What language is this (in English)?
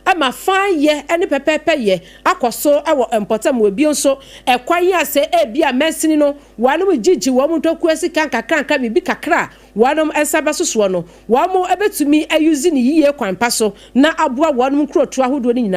Akan